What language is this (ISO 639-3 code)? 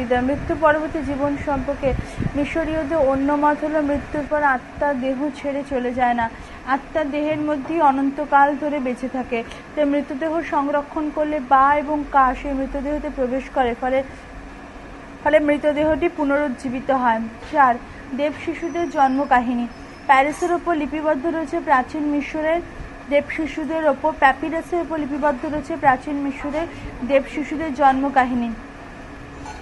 ben